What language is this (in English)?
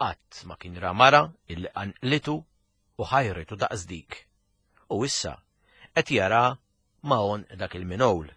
Maltese